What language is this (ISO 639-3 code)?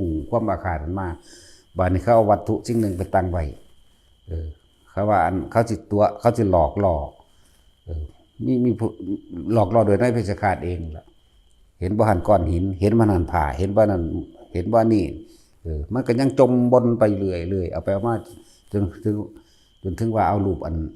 tts